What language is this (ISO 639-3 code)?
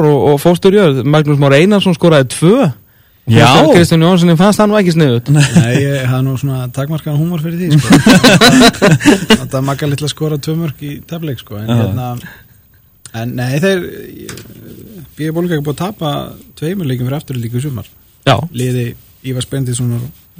isl